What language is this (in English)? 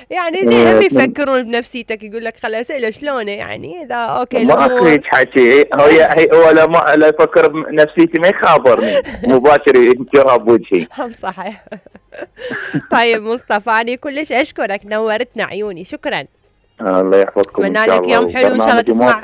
Mesopotamian Arabic